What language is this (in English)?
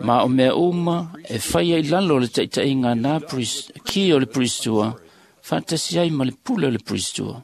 Samoan